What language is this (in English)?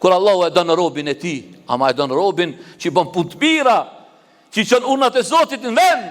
Albanian